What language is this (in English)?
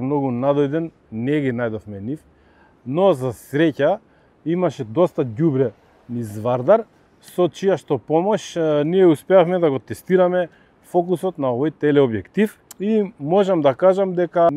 Macedonian